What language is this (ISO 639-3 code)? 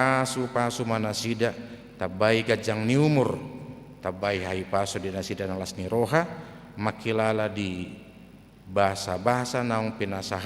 bbc